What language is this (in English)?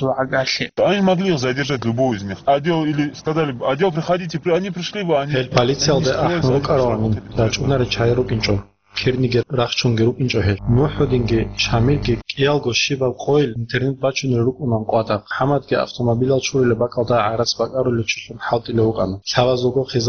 Avaric